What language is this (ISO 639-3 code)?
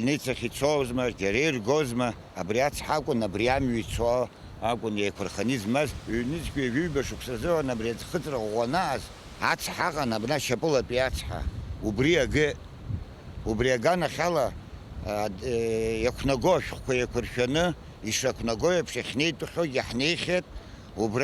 abk